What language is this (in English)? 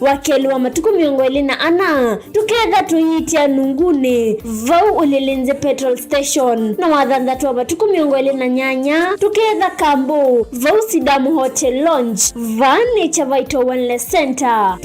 Kamba